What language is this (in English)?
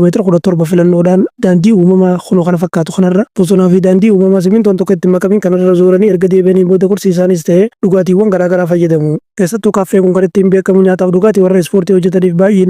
Oromo